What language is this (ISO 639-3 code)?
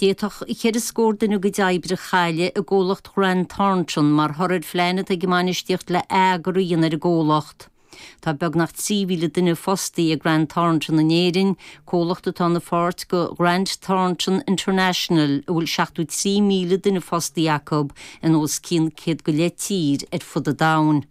gle